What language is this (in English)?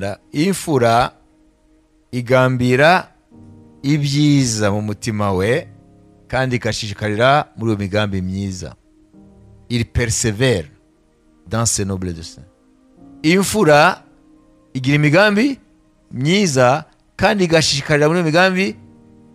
Kinyarwanda